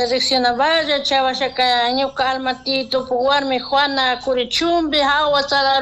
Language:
Chimborazo Highland Quichua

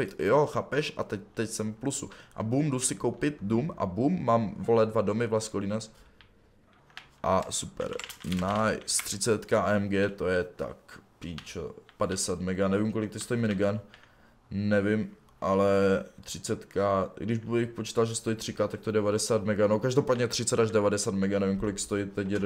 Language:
Czech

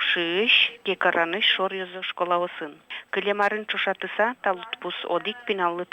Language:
Udmurt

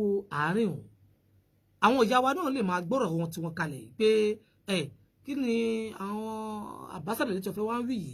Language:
Yoruba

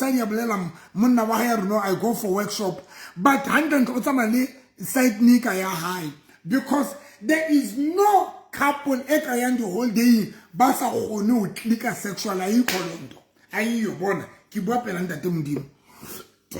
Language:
Southern Sotho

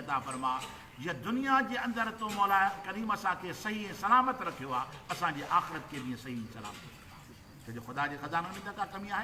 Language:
Sindhi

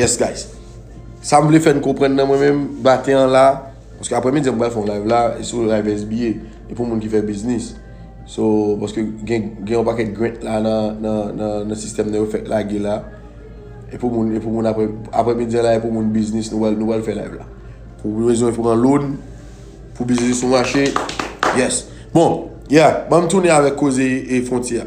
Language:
Haitian Creole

